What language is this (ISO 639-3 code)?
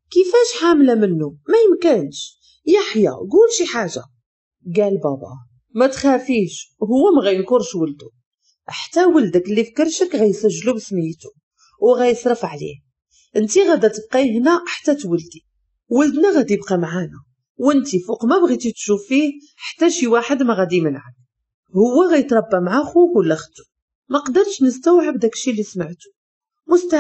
ary